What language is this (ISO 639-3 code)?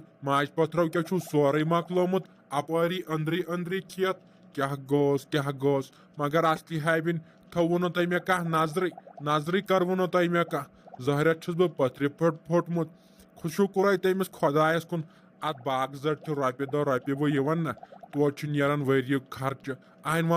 kas